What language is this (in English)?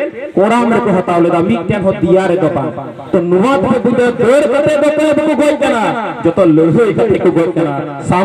Santali